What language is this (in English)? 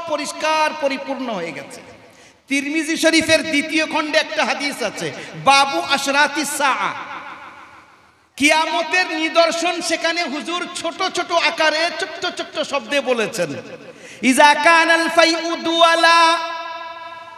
Bangla